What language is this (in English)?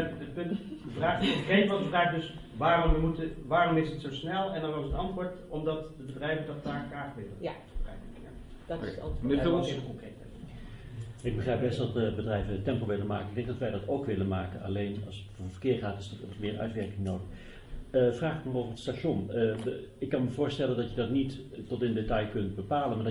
Dutch